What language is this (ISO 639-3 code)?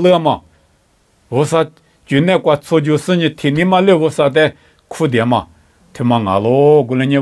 lis